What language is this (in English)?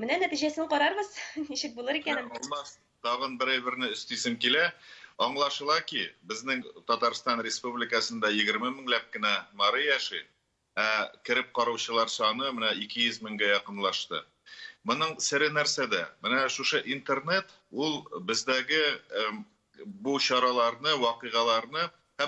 Tatar